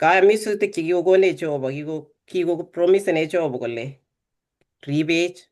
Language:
Kalenjin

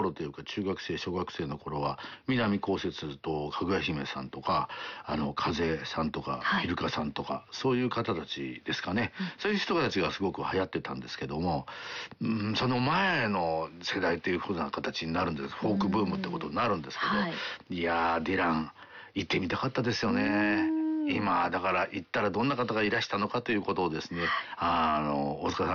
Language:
Japanese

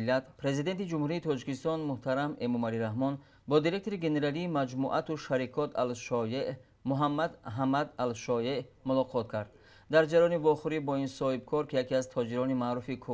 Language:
Tajik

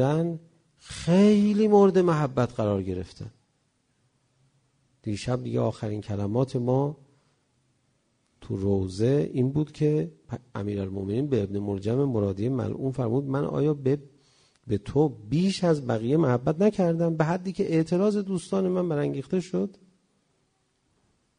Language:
Persian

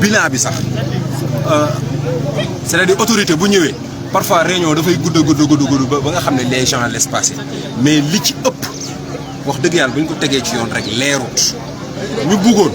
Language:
Wolof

